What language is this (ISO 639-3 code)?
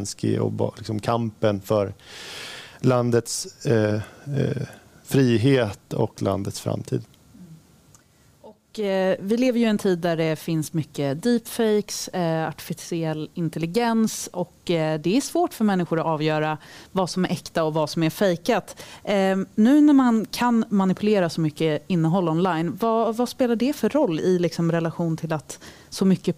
swe